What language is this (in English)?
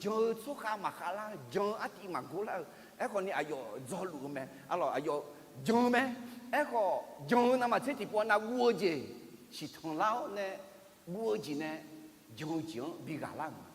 Akha